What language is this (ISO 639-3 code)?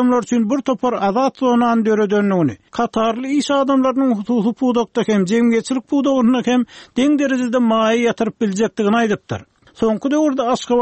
tuk